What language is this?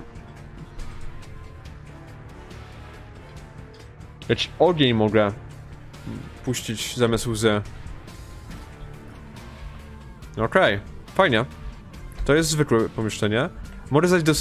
Polish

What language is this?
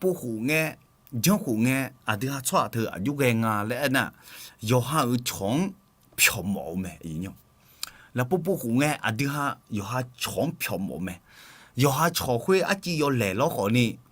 Akha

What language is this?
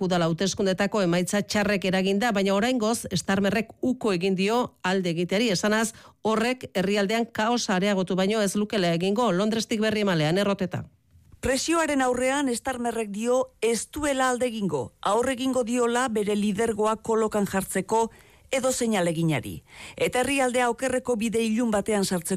Basque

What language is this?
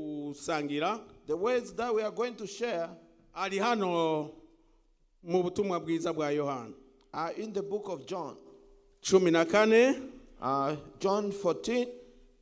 Rundi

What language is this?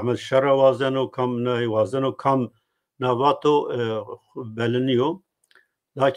Zaza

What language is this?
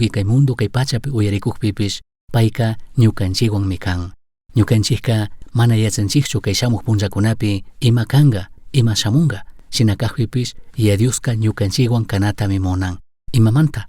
Chimborazo Highland Quichua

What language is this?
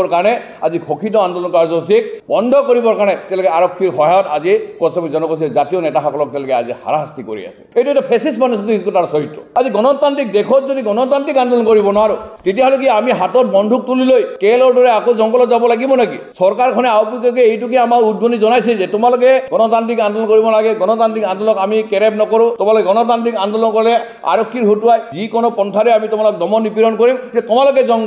Assamese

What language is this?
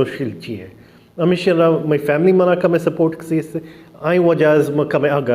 Baluchi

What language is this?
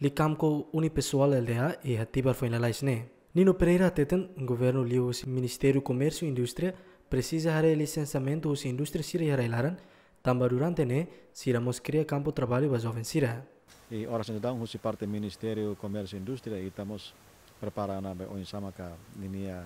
Tetum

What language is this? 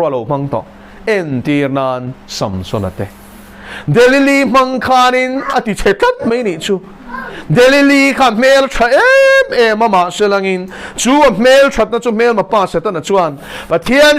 Mizo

